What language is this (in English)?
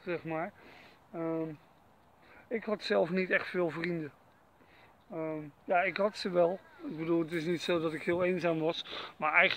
Dutch